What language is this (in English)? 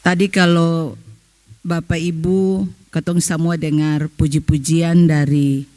Ambonese Malay